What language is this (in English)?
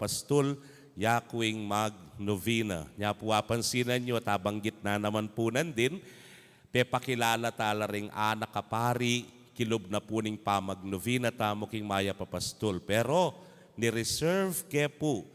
Pampanga